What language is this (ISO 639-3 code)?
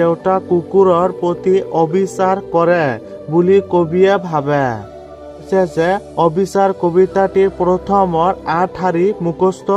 asm